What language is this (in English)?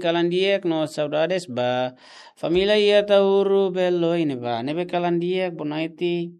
Tetum